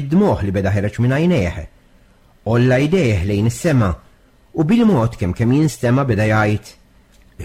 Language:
Maltese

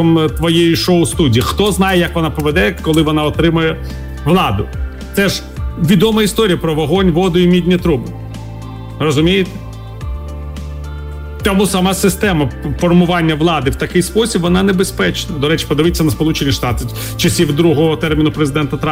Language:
Ukrainian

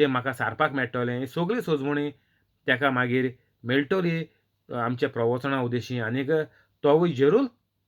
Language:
Konkani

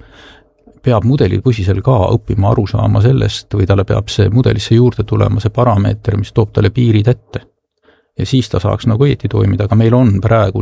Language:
Estonian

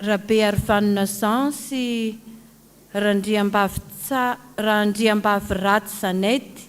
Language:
Malagasy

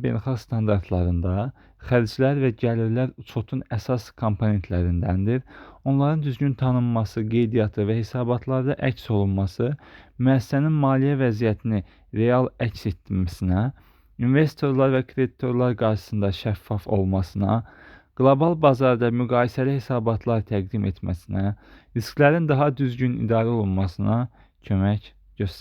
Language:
Azerbaijani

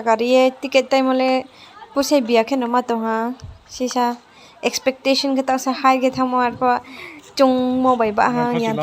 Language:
Riang (India)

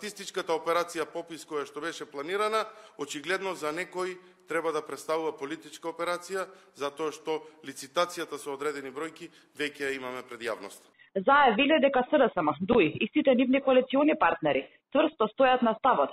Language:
Macedonian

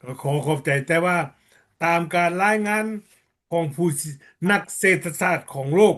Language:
Lao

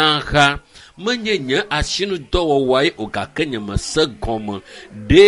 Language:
Ewe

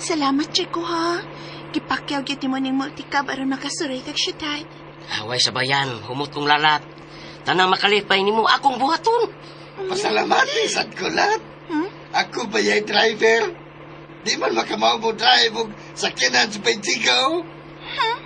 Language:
Cebuano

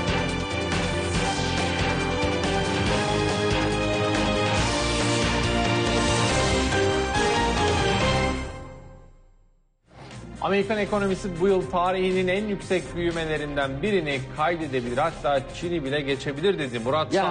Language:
Turkish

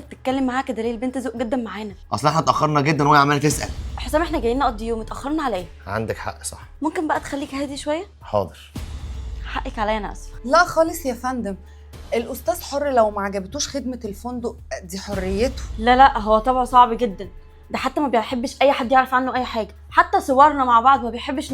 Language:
Egyptian Arabic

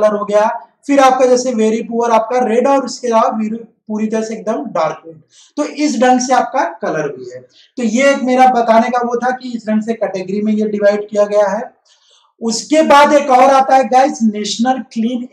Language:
Hindi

